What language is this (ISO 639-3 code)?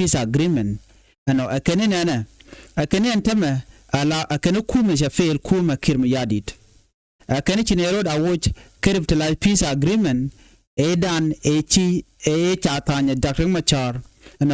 nus